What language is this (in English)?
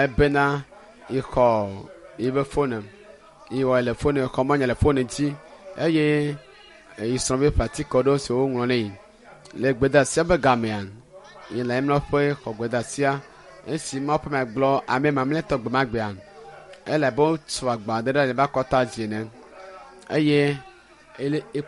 Ewe